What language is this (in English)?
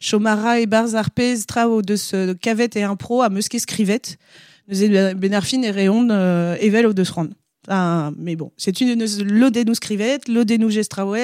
Breton